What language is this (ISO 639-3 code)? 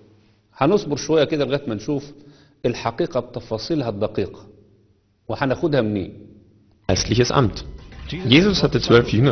arz